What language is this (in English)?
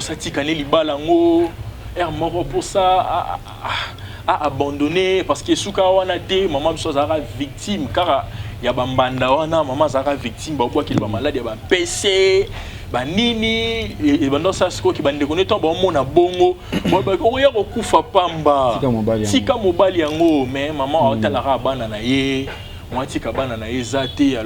Lingala